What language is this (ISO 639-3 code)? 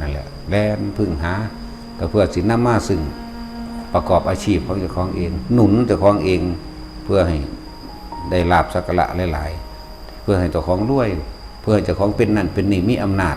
tts